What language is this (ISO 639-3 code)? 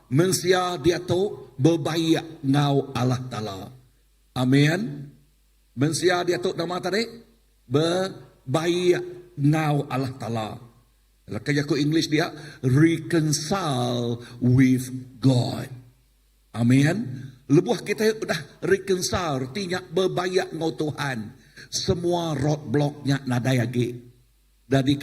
iba